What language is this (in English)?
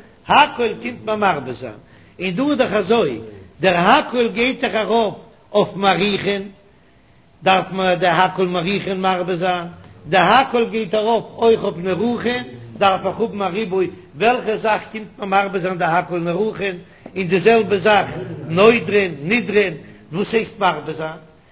Yiddish